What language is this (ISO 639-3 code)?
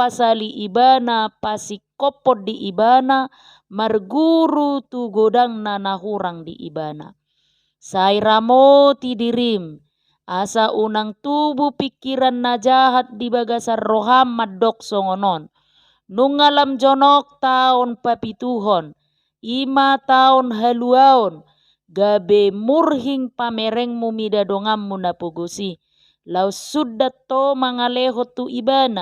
bbc